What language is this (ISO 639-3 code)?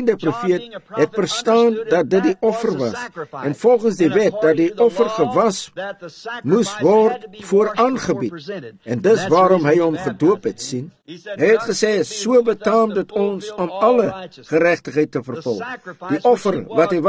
afr